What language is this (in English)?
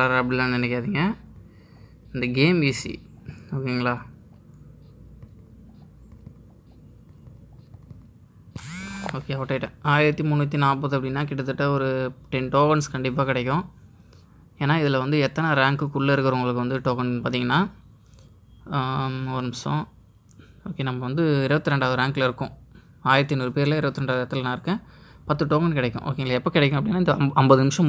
Tamil